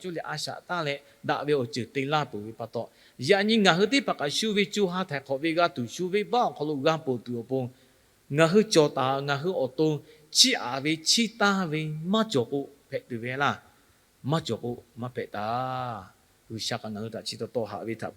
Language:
Lahu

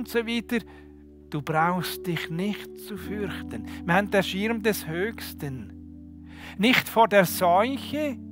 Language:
Swiss German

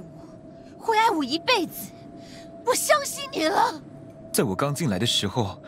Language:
Chinese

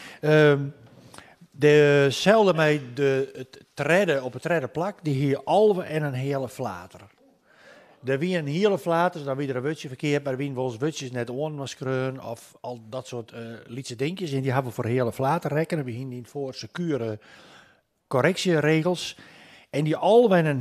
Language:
Western Frisian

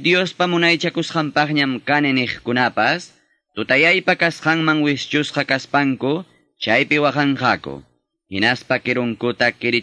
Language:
Quechua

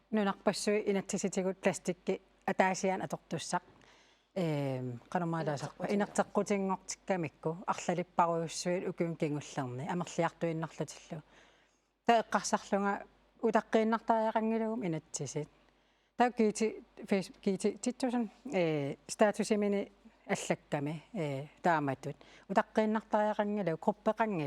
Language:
Kalaallisut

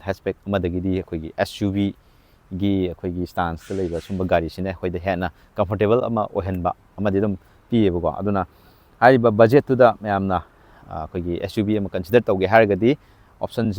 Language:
Manipuri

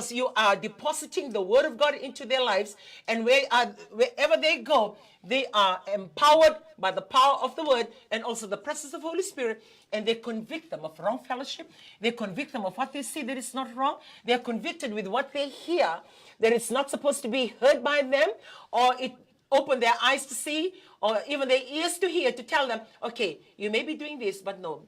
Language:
Fijian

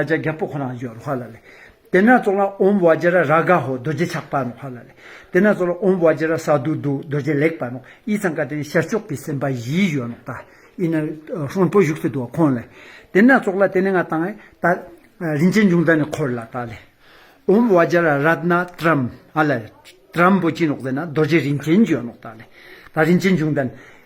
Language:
Ladakhi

